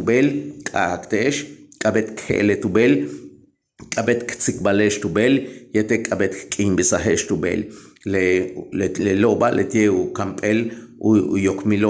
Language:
Yucateco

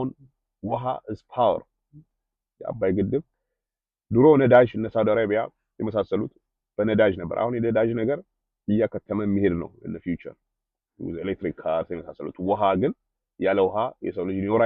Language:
Amharic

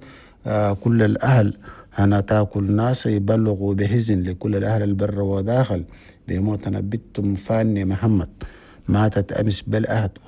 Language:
Chadian Arabic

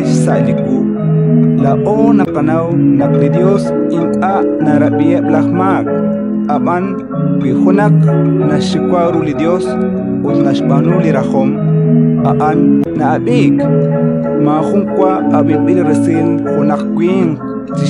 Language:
Kekchí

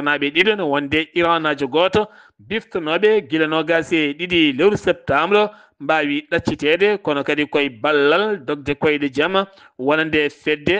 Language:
Fula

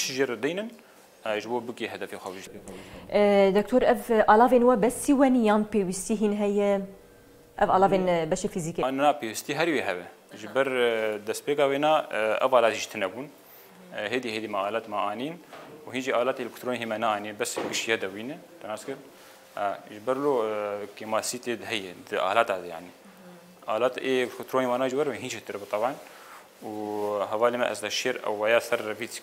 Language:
Kurdish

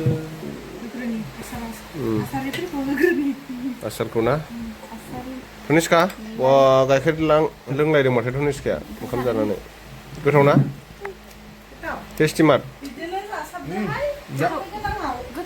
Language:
Bodo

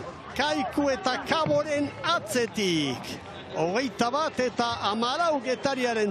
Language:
Basque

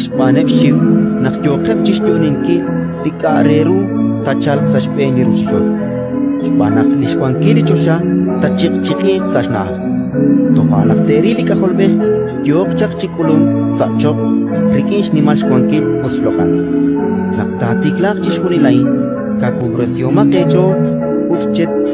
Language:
Kekchí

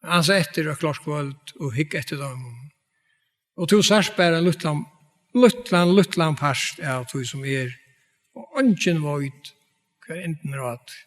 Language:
Faroese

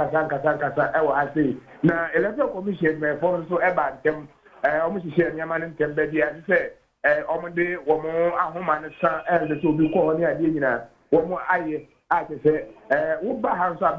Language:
Akan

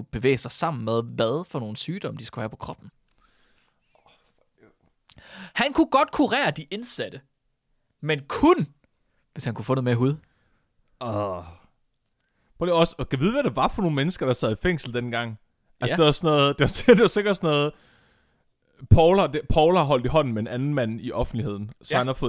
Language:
Danish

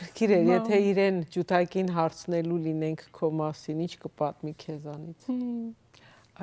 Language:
Western Armenian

